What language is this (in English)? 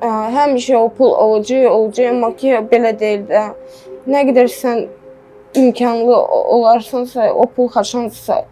Azerbaijani